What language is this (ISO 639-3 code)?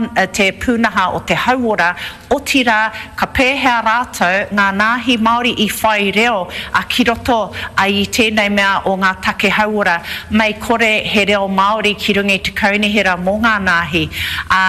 mri